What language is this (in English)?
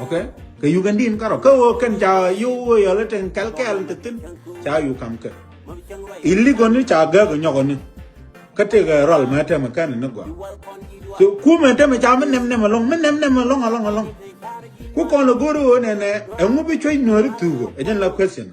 Nuer